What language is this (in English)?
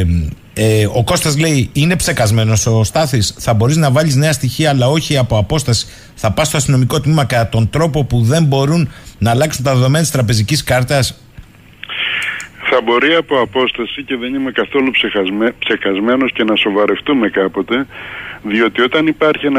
Greek